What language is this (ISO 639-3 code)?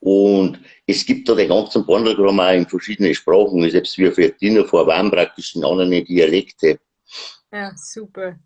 bar